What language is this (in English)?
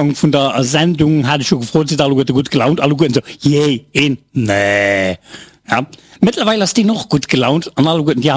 Luxembourgish